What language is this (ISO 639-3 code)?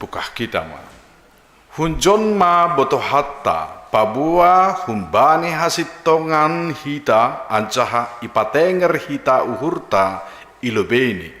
bts